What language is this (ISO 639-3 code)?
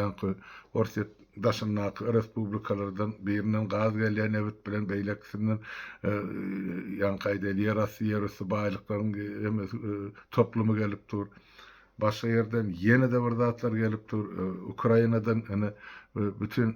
tuk